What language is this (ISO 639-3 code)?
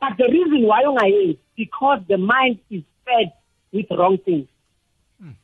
nbl